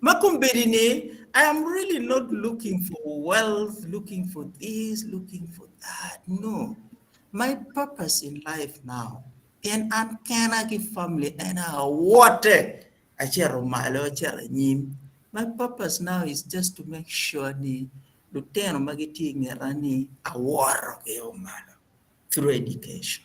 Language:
Acoli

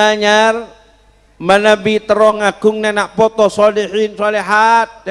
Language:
Madurese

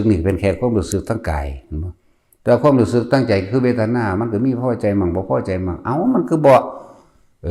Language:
Northeastern Thai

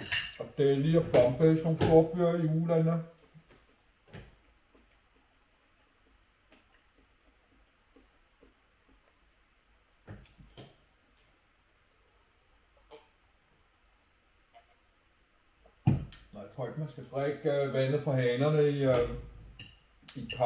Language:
Danish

